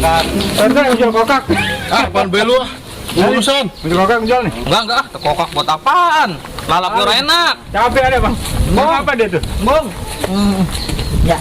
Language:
Betawi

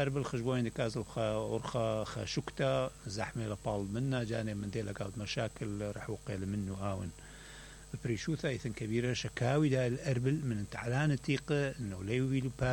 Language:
Mesopotamian Arabic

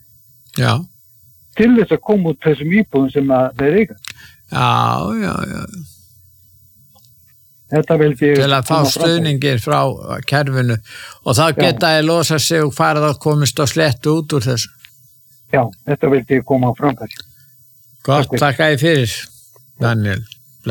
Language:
Icelandic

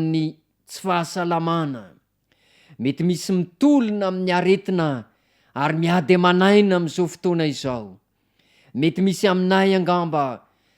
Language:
Malagasy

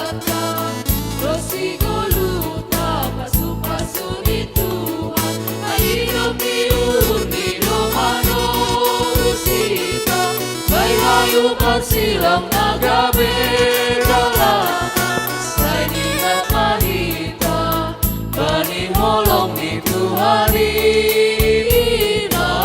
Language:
Batak Simalungun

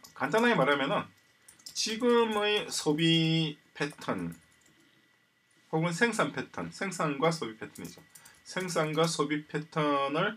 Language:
Korean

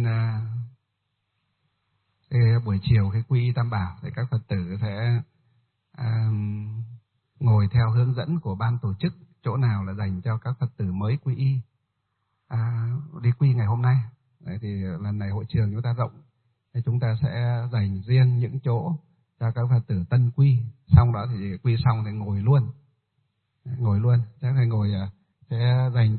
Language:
Vietnamese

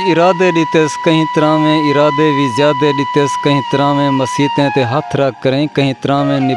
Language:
Saraiki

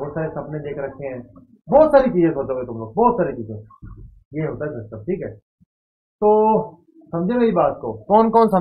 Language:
Hindi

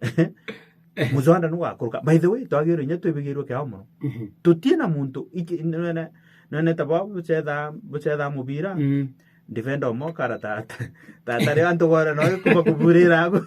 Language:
Meru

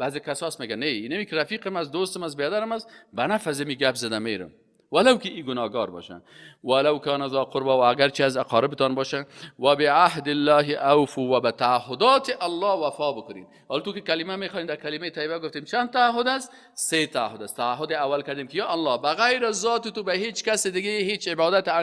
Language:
Persian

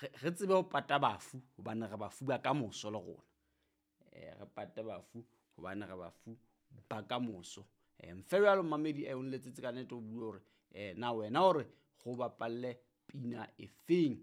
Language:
Southern Sotho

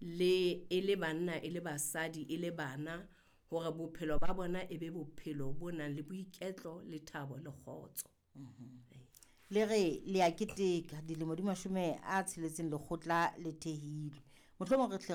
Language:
Southern Sotho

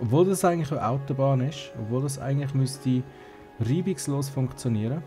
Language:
Swiss German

